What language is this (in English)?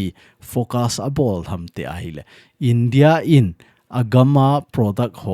Thado Chin